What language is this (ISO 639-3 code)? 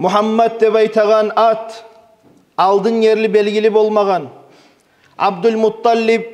kum